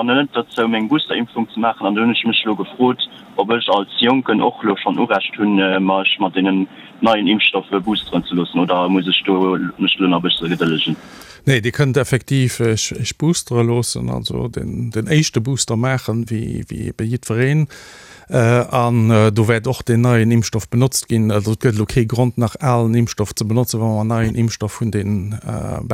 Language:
Luxembourgish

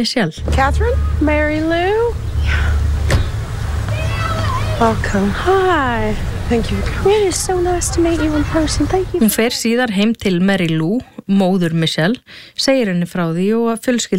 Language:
Icelandic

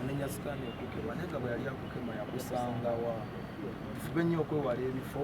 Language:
Ganda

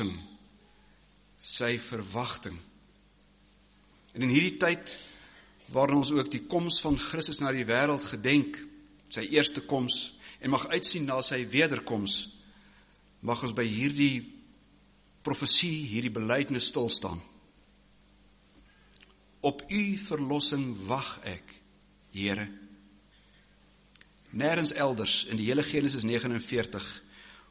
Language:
Afrikaans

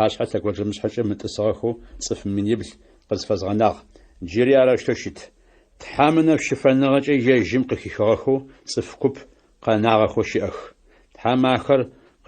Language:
Adyghe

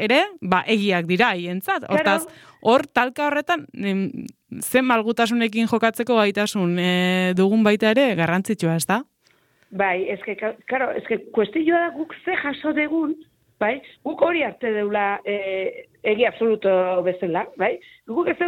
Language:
Basque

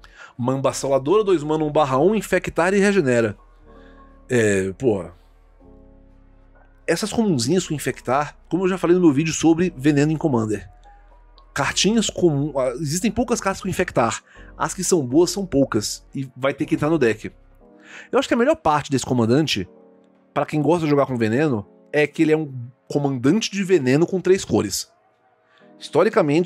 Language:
Portuguese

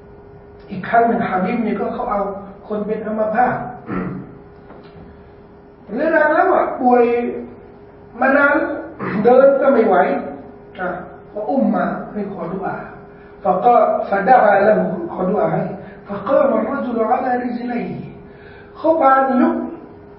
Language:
Thai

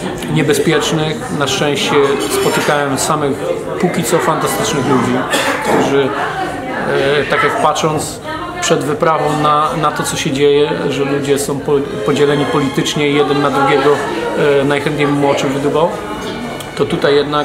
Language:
Polish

